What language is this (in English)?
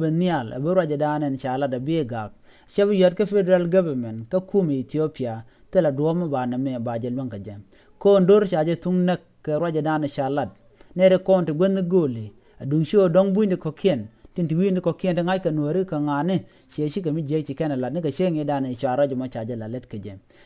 Nuer